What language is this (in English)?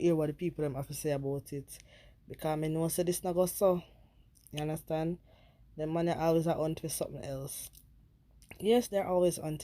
Jamaican Creole English